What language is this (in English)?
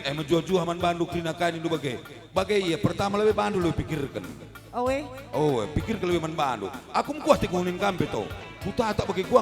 Batak Karo